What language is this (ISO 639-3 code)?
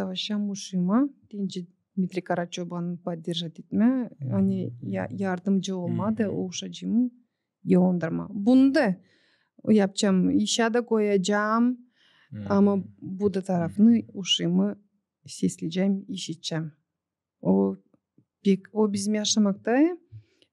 gag